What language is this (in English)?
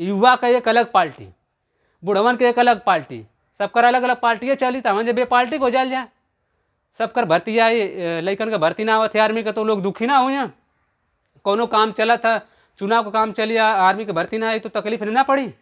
Bhojpuri